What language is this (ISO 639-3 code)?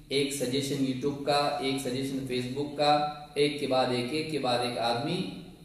urd